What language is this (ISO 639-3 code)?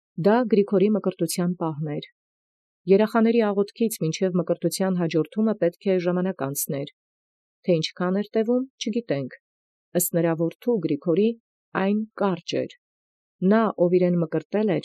hye